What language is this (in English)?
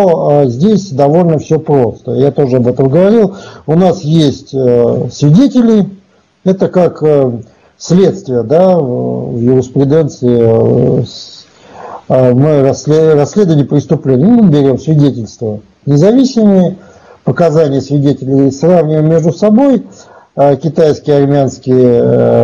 Russian